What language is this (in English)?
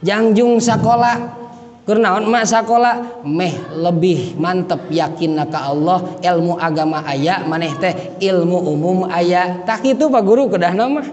Sundanese